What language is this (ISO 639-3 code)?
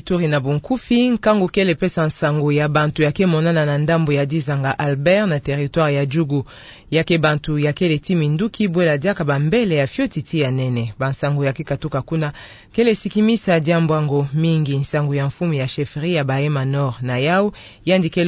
ktu